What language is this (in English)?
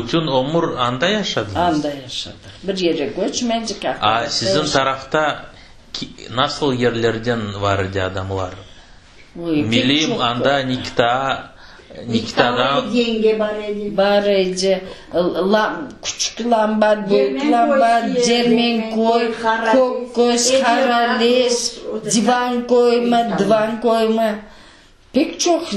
Crimean Tatar